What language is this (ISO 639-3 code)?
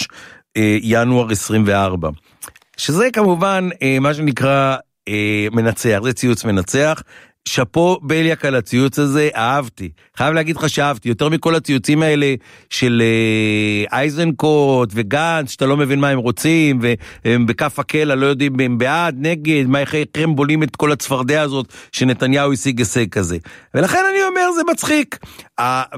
heb